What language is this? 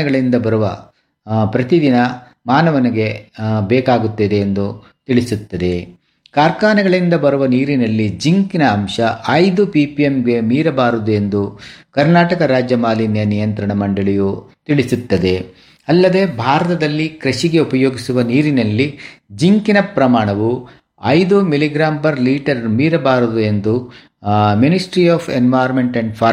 Kannada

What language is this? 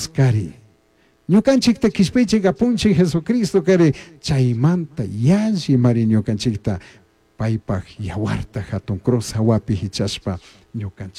Chimborazo Highland Quichua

